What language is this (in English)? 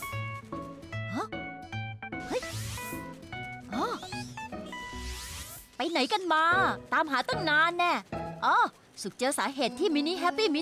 Thai